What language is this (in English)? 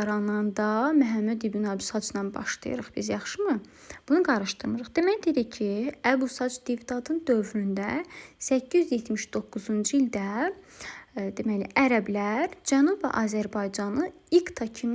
Azerbaijani